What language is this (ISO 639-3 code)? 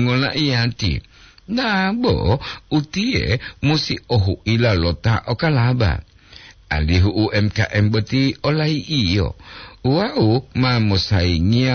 gor